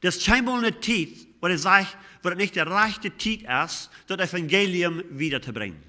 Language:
Plautdietsch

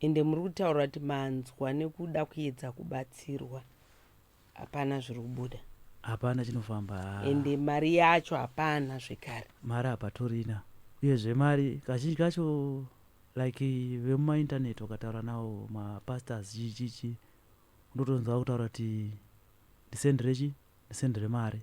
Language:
Shona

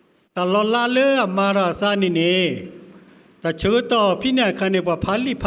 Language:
S'gaw Karen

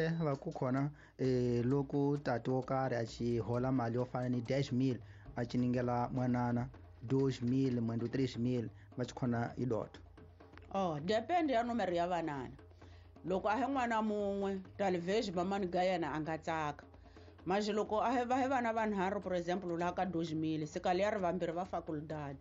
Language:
Tsonga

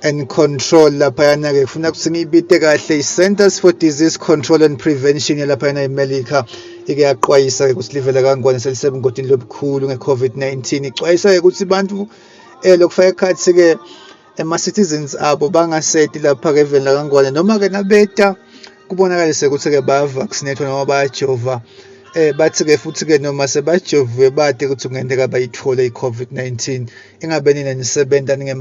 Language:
Swati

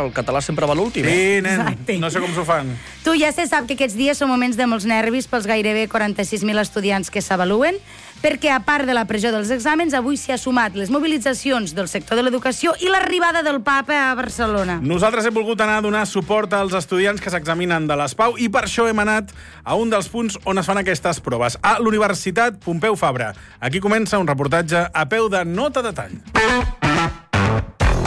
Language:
Catalan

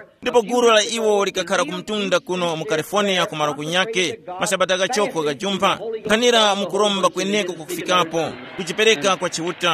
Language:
Tumbuka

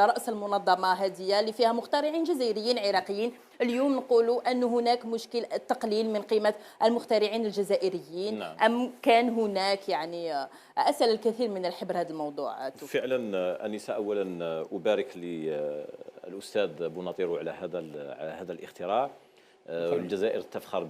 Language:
Algerian Arabic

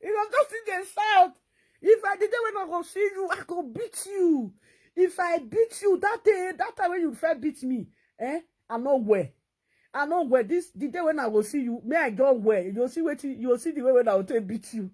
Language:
Nigerian Pidgin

